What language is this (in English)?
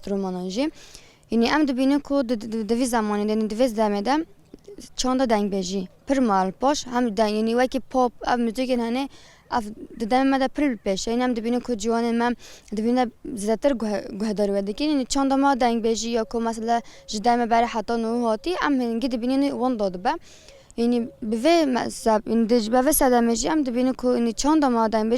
Kurdish